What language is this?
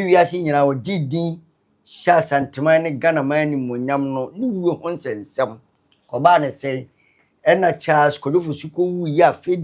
Akan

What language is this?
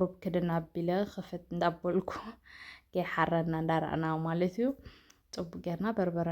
Tigrinya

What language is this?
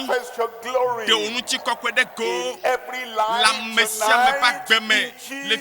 Ewe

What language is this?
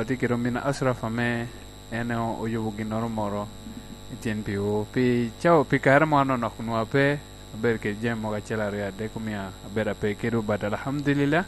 Lango (Uganda)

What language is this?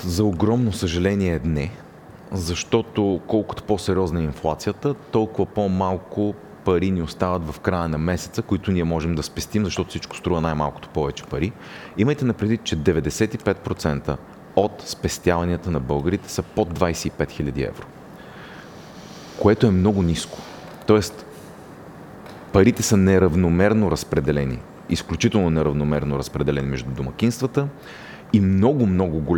Bulgarian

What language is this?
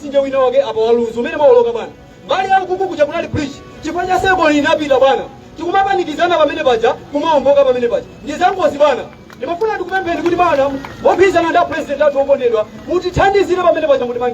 Nyanja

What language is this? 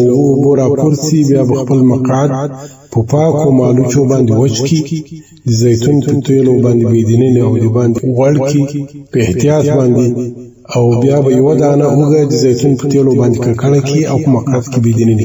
Pashto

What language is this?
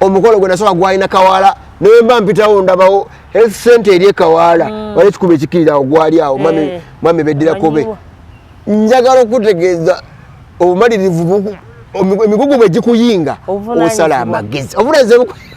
Ganda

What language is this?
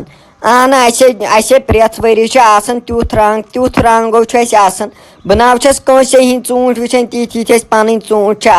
Kashmiri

